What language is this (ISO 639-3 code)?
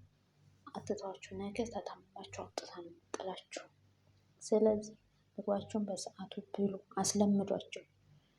amh